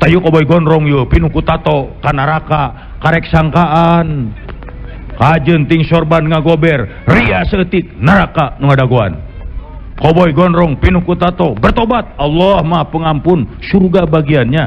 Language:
Sundanese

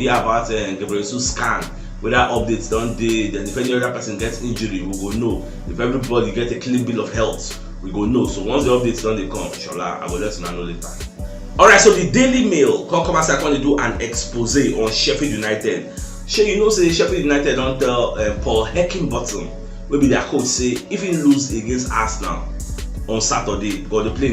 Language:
Nigerian Pidgin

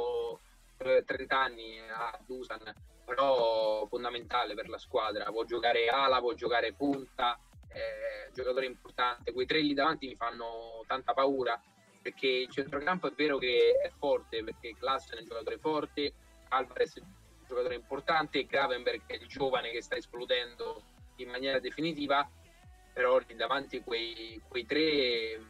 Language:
Italian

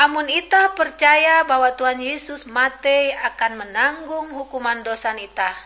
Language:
Ngaju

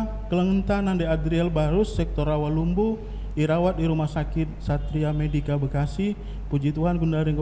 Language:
Batak Karo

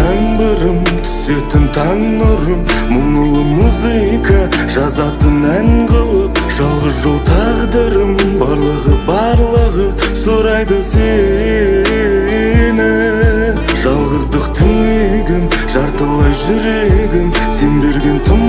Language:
Kazakh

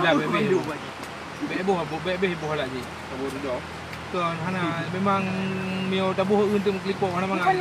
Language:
Achinese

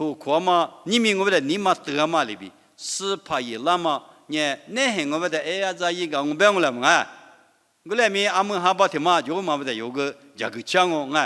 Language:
Lisu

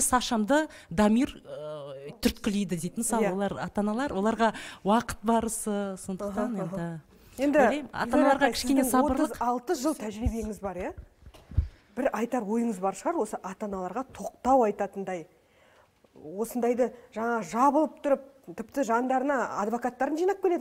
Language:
Kazakh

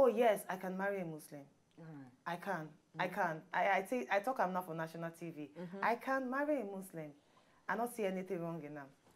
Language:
Nigerian Pidgin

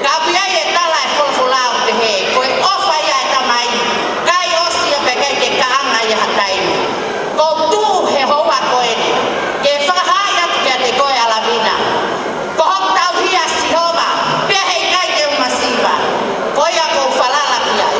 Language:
Tongan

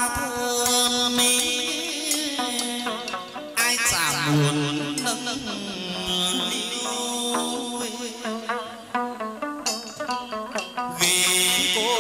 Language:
Vietnamese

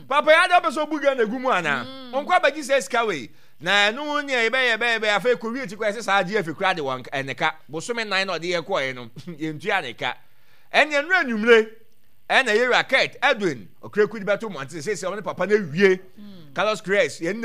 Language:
Akan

